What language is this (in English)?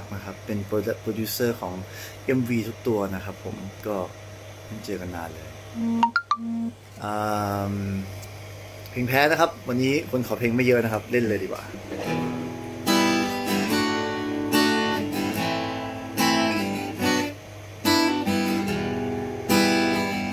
Thai